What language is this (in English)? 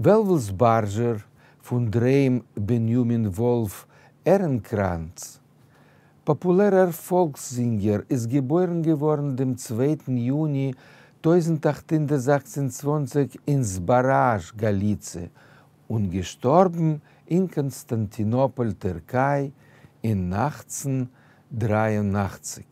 Yiddish